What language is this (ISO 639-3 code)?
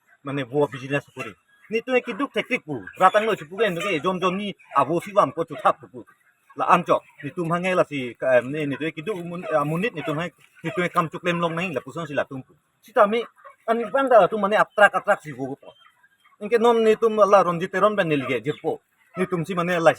mjw